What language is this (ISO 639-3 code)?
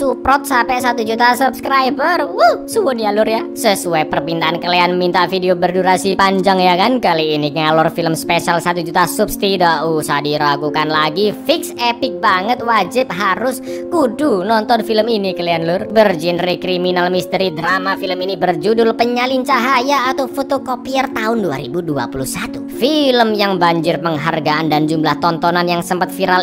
ind